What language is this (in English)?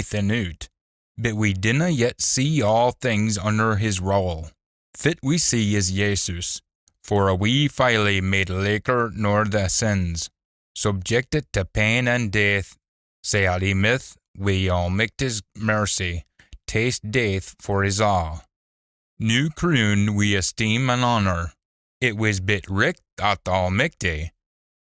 Scots